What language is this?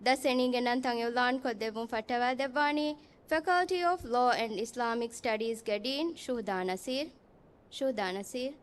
Divehi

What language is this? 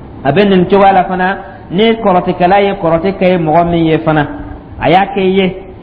Dyula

